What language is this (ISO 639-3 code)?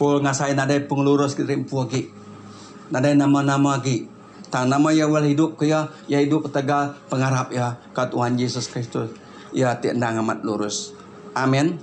iba